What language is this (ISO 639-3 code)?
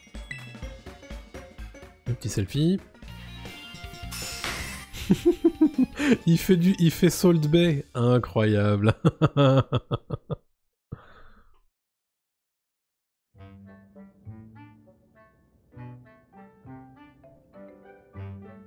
fra